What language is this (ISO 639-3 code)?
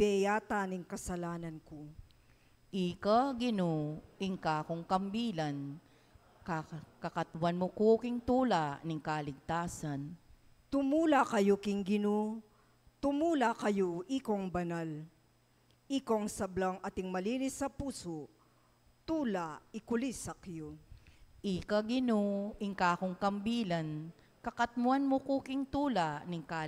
pam